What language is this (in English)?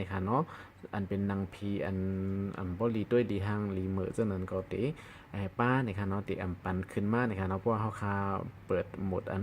Shan